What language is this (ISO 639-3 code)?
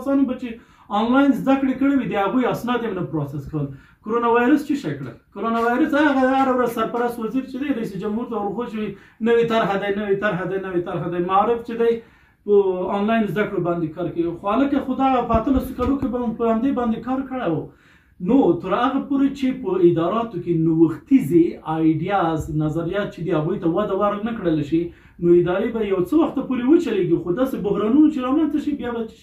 pus